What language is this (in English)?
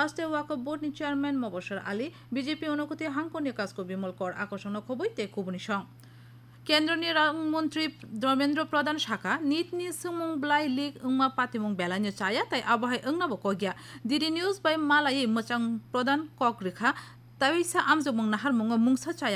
Kok Borok